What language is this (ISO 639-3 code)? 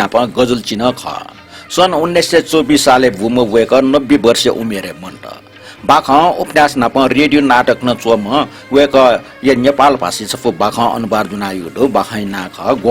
new